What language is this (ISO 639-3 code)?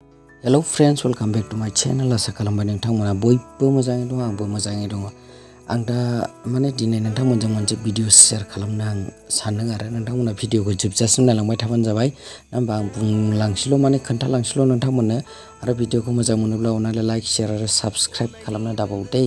brx